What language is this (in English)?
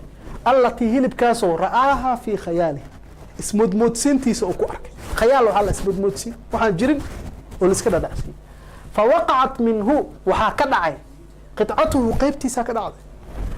Somali